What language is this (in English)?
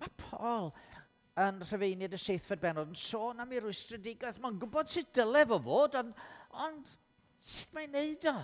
Welsh